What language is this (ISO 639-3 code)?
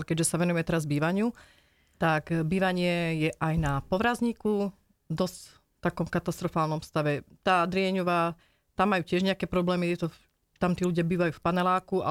slk